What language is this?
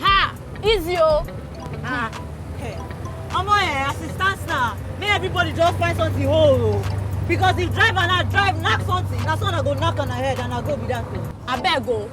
Nigerian Pidgin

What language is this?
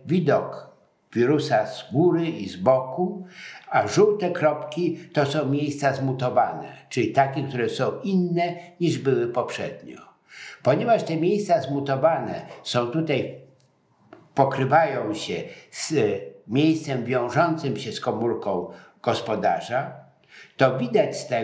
Polish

